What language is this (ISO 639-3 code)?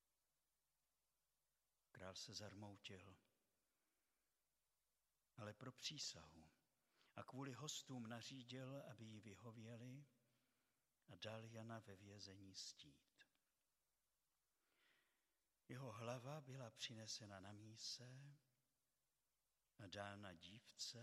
ces